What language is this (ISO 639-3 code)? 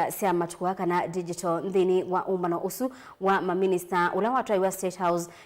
kam